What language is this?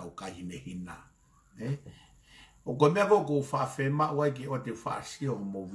Tongan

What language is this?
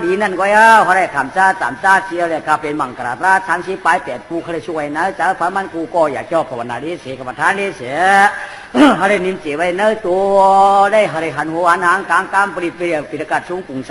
Shan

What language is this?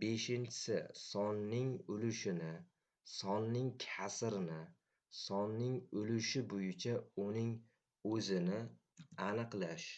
Uzbek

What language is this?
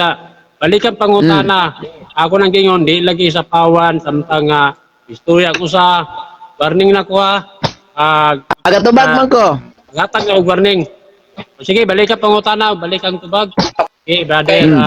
Cebuano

